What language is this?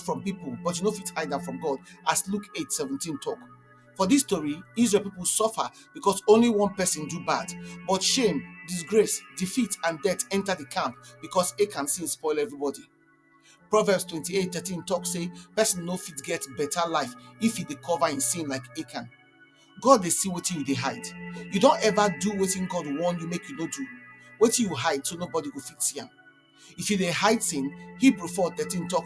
Nigerian Pidgin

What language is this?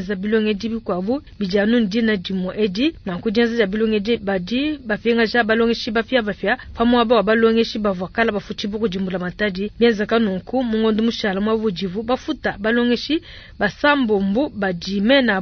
Luba-Lulua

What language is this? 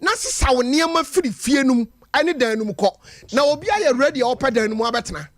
Akan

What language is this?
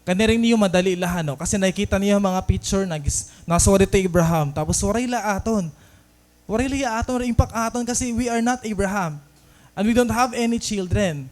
Waray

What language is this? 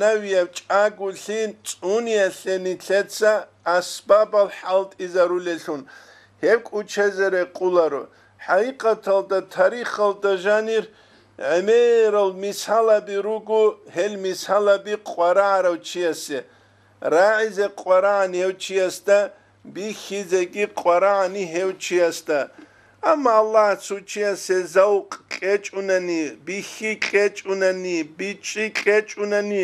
Avaric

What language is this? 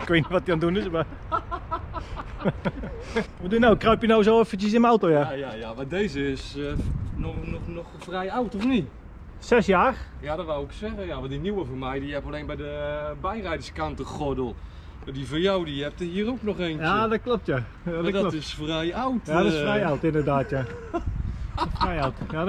Dutch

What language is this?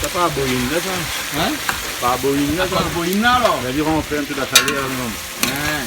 Réunion Creole French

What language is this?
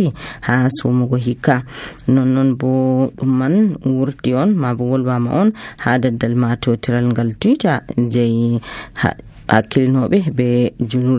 Nigerian Fulfulde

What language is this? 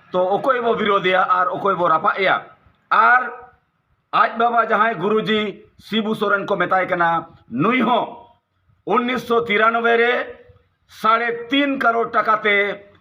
Santali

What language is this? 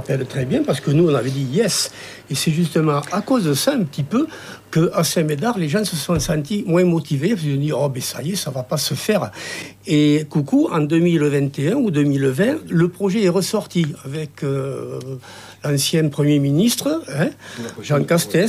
French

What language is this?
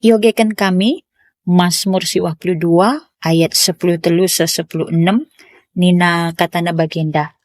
Batak Karo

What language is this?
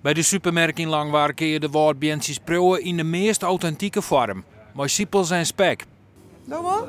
Western Frisian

